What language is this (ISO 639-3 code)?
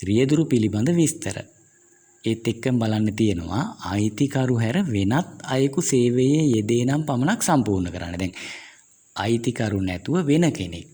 sin